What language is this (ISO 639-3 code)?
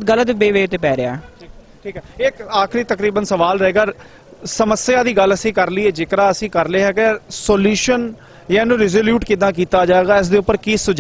pan